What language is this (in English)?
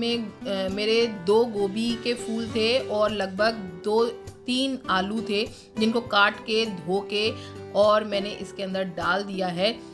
Hindi